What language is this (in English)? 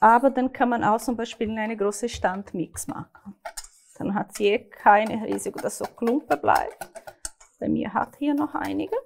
Swiss German